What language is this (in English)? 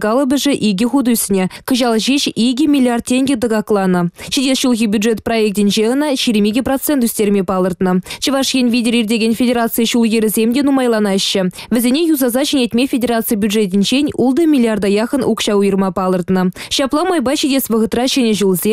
Chuvash